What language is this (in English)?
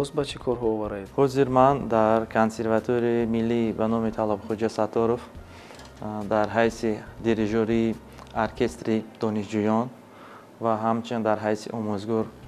Tajik